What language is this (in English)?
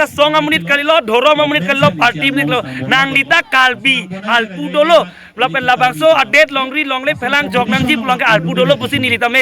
Karbi